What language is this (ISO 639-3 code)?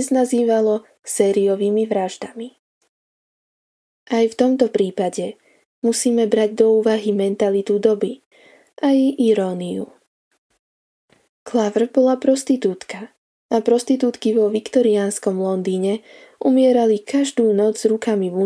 slk